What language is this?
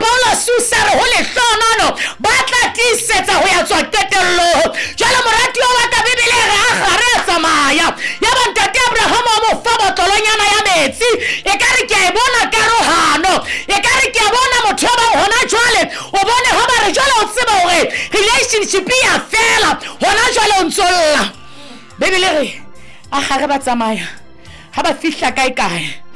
Southern Sotho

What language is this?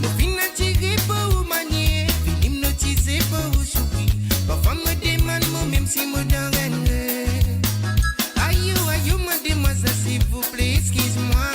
Morisyen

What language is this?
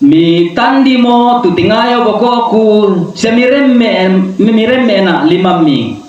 Toraja-Sa'dan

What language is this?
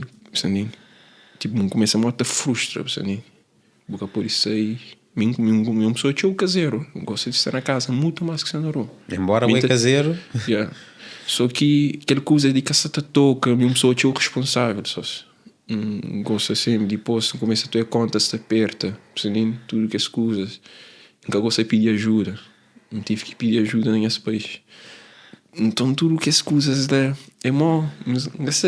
Kabuverdianu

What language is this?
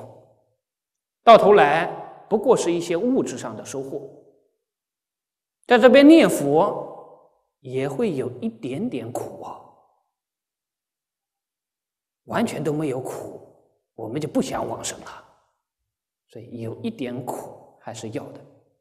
Chinese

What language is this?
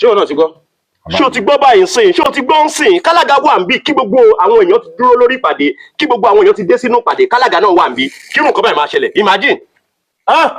Yoruba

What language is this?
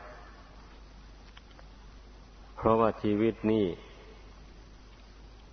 Thai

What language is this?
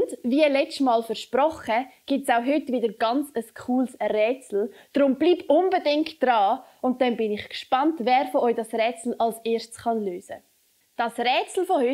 Swiss German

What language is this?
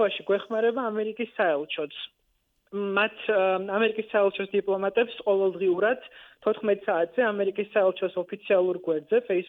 Georgian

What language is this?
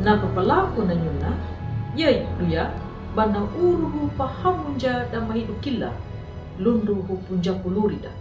Anakalangu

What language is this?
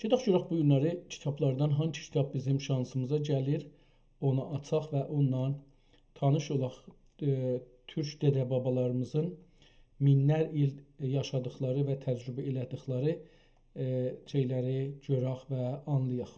South Azerbaijani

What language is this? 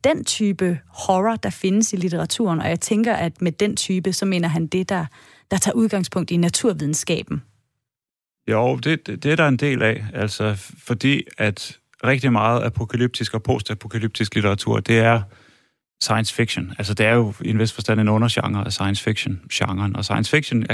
Danish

